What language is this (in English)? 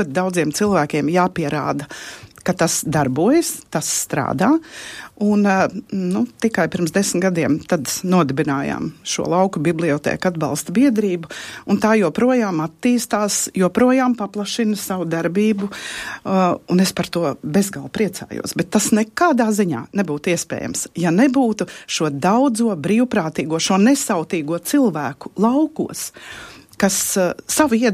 Latvian